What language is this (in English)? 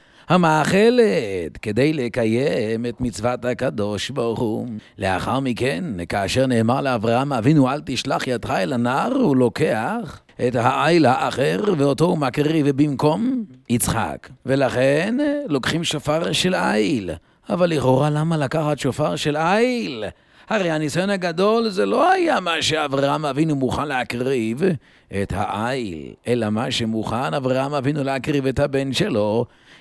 Hebrew